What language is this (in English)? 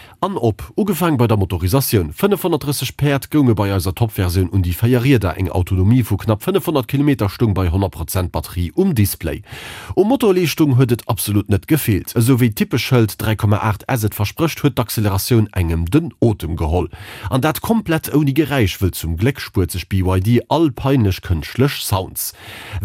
Luxembourgish